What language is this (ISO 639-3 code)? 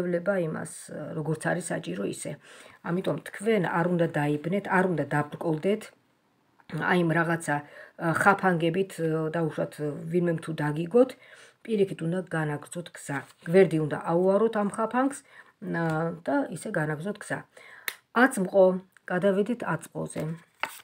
kat